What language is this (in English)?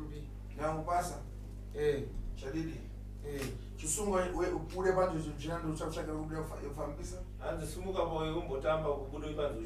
Shona